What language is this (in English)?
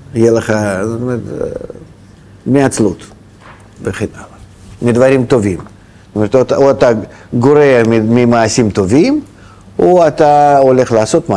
Hebrew